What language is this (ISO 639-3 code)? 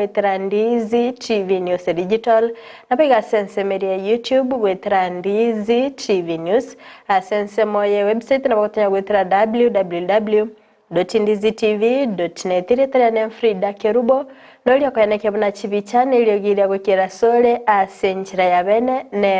guz